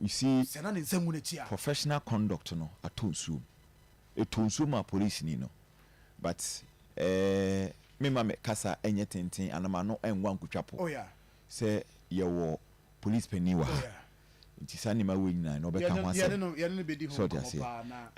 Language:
Akan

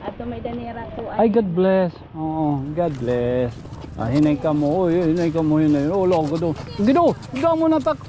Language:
Waray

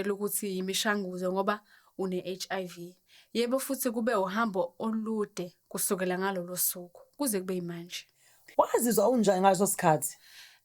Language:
Zulu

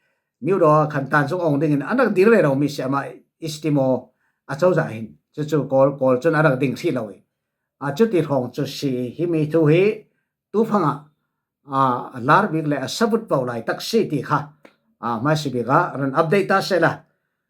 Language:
Falam Chin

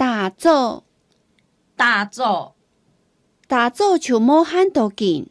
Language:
Hakka Chinese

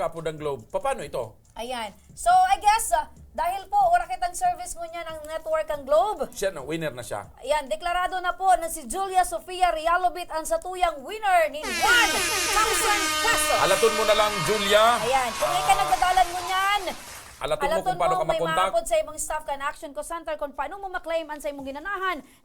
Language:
Bikol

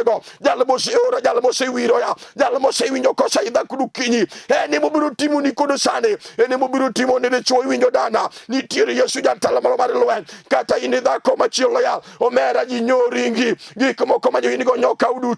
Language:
Luo (Kenya and Tanzania)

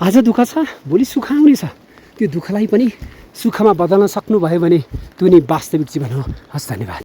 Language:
Nepali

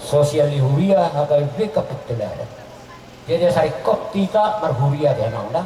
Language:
Batak Toba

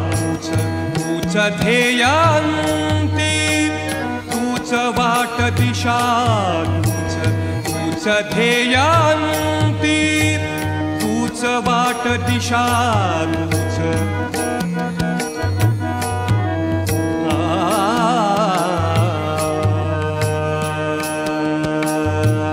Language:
Marathi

